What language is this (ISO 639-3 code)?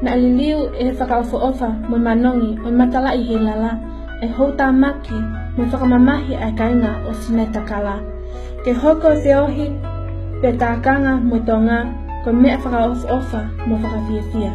ton